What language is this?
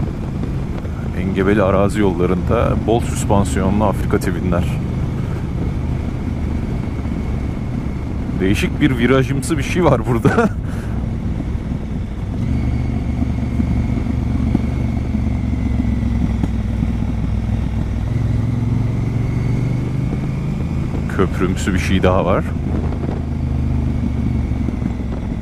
Turkish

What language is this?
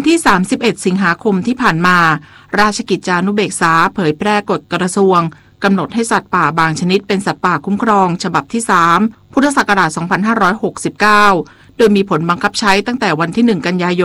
Thai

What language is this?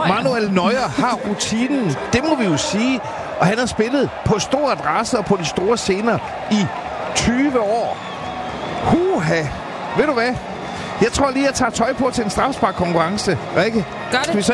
Danish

